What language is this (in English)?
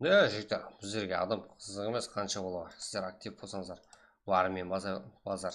Kara-Kalpak